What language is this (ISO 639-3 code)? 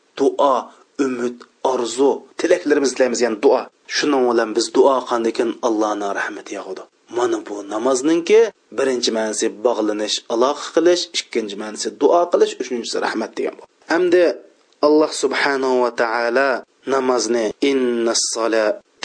uig